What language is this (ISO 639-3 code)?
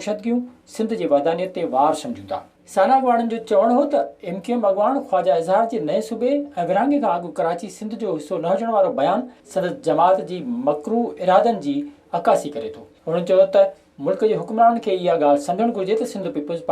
snd